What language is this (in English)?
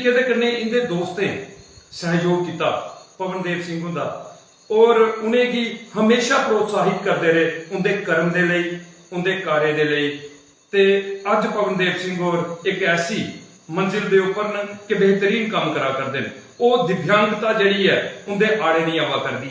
Dogri